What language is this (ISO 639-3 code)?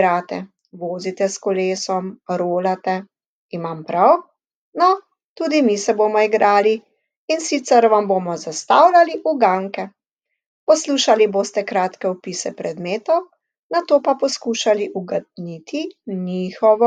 slv